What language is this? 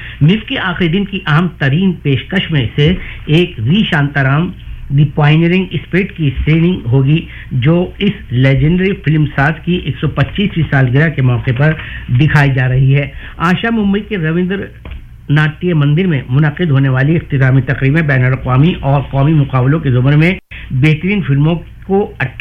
Urdu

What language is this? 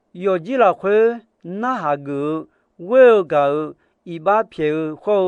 Akha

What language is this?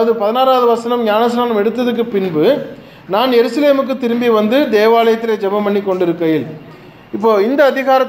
Tamil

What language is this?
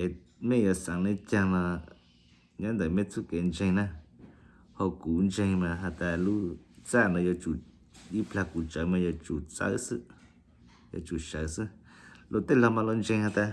Hmong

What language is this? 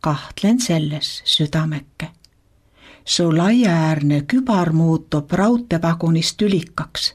Estonian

